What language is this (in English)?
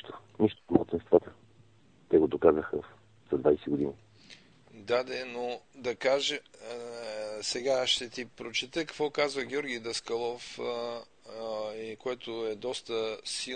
Bulgarian